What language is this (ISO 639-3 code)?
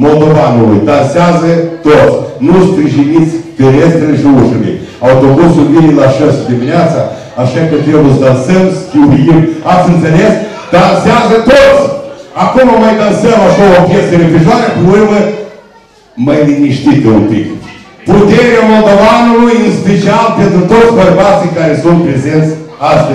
ron